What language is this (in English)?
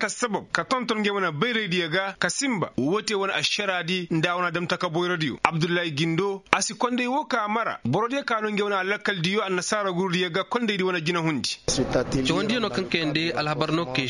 Koyraboro Senni